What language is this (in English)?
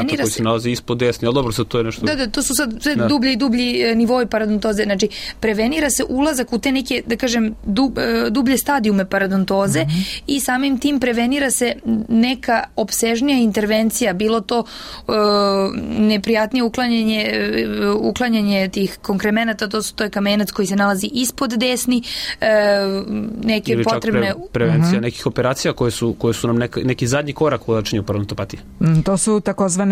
Serbian